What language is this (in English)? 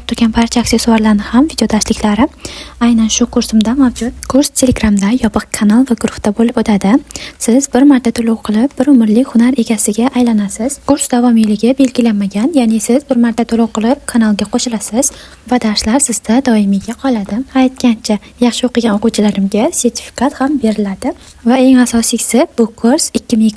Uzbek